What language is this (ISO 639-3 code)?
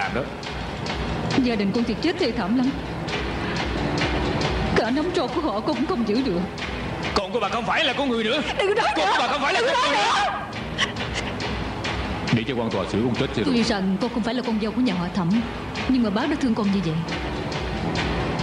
vie